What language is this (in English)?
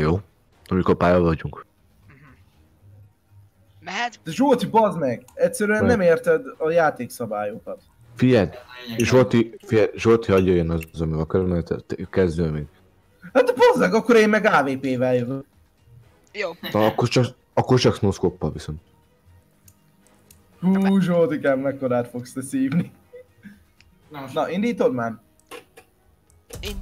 Hungarian